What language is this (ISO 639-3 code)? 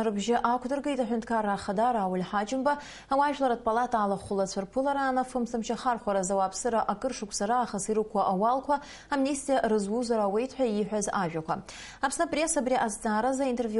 abk